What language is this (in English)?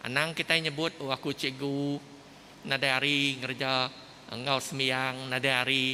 Iban